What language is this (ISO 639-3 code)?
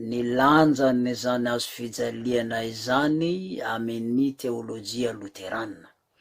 mlg